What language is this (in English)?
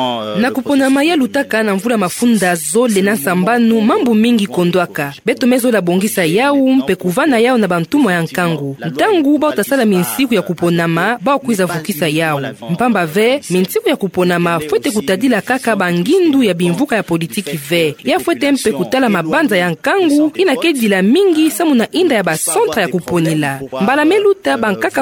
Kituba (Democratic Republic of Congo)